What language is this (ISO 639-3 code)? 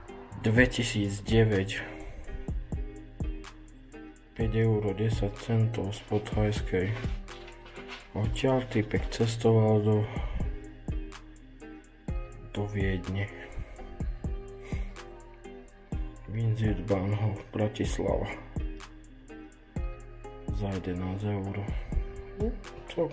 slk